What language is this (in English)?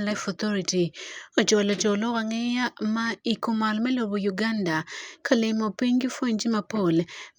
Acoli